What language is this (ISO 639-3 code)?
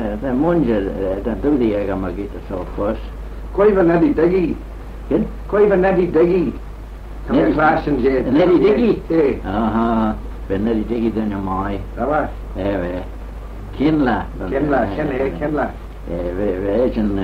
glv